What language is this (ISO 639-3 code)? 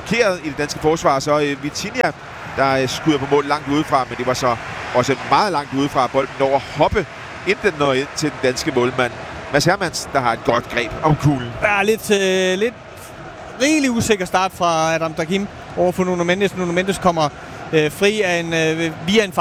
dan